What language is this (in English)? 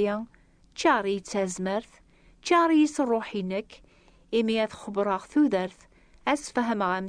Kabyle